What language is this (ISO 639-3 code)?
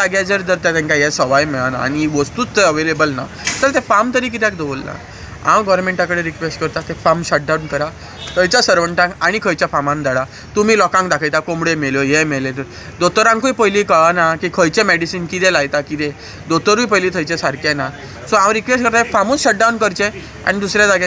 kok